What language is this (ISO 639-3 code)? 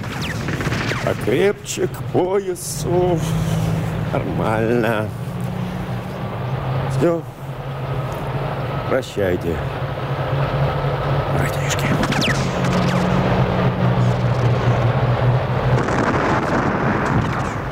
rus